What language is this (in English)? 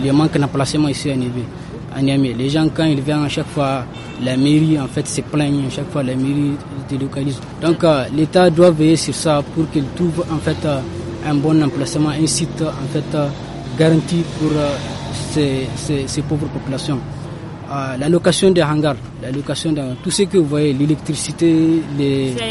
French